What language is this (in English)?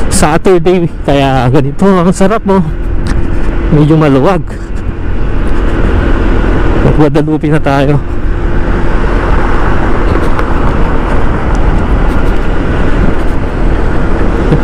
Filipino